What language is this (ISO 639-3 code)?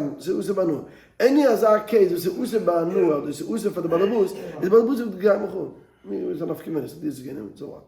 yid